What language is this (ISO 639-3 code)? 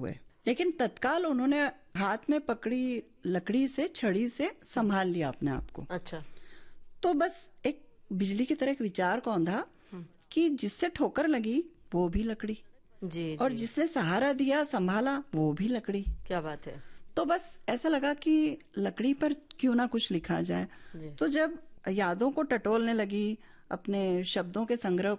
hin